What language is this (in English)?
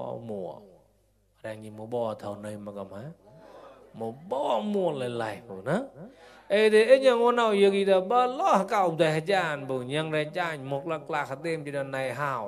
Mon